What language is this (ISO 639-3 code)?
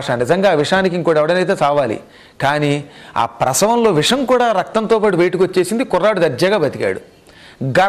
tel